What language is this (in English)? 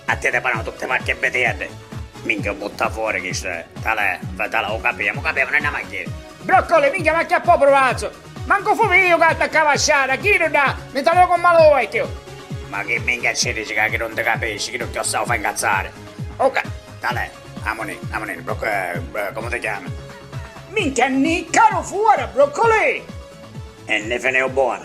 Sicilian